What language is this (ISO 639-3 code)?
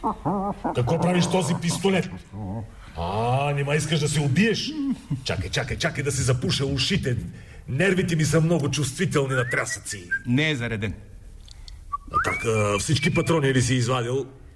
bul